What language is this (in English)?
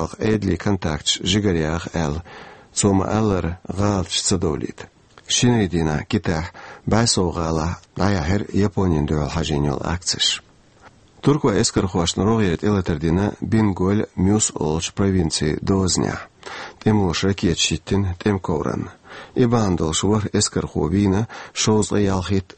Chechen